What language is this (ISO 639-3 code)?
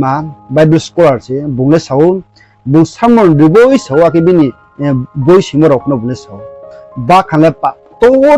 ria